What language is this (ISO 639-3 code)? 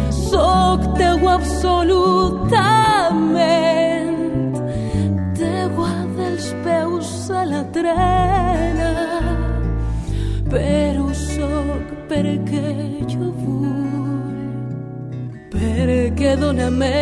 cat